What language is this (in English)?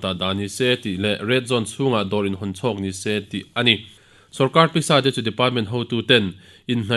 Mizo